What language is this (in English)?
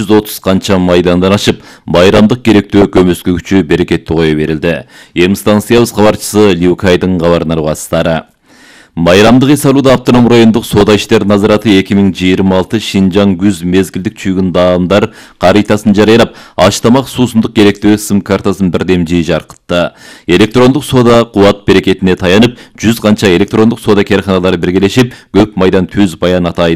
Kyrgyz